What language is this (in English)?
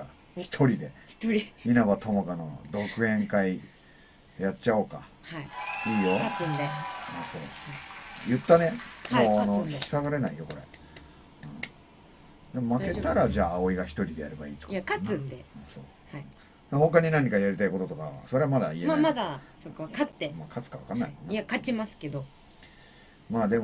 Japanese